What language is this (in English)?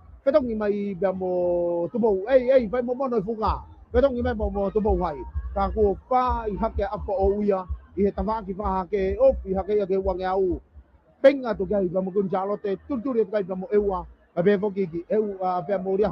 Tongan